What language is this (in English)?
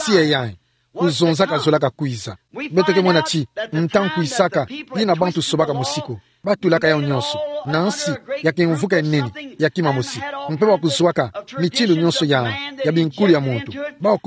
Kituba (Democratic Republic of Congo)